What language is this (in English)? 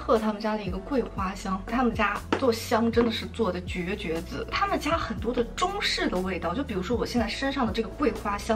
Chinese